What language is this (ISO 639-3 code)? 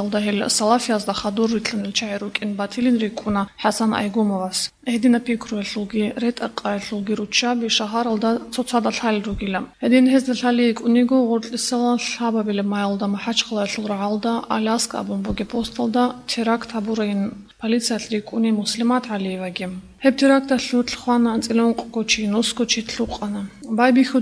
ava